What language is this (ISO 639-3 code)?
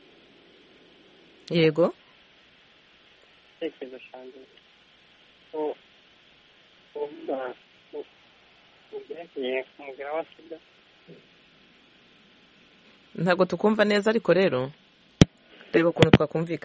kin